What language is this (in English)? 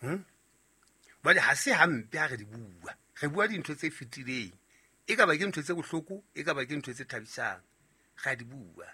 Southern Sotho